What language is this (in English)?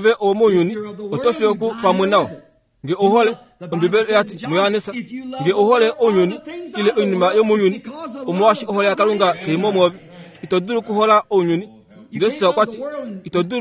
Kuanyama